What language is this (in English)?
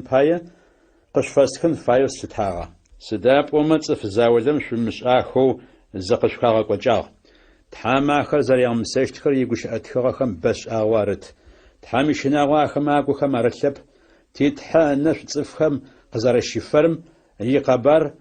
Adyghe